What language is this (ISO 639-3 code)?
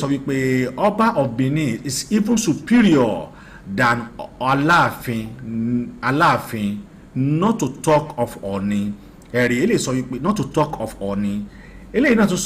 yor